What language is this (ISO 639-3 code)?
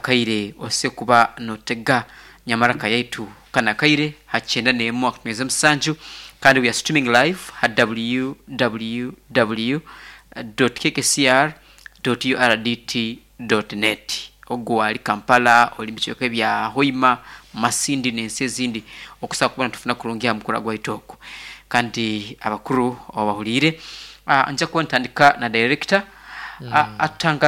nyn